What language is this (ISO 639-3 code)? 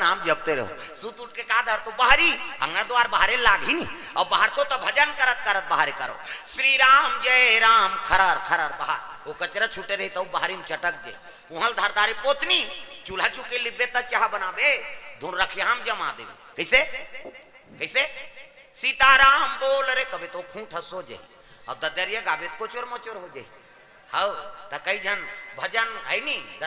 hne